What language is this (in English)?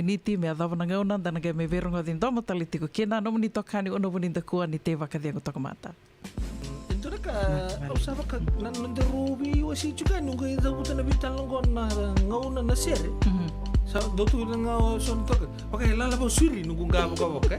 Fijian